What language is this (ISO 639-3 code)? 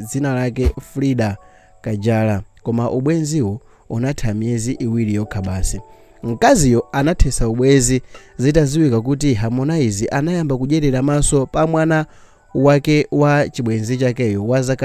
nya